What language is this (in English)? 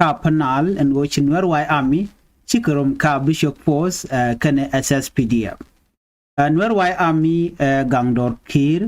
Nuer